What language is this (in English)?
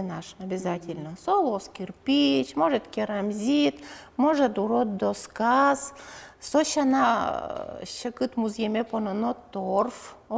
Udmurt